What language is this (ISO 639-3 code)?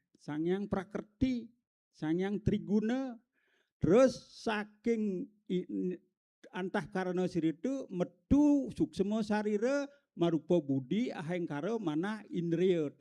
ban